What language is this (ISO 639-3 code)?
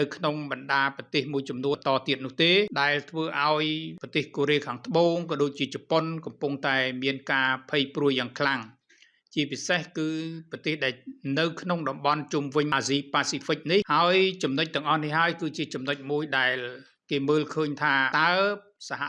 khm